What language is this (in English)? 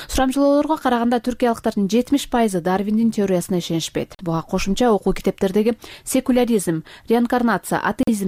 Kyrgyz